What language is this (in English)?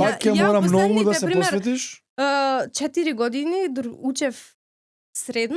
Macedonian